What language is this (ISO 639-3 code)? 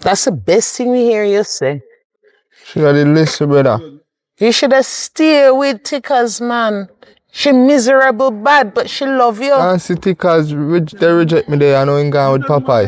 jam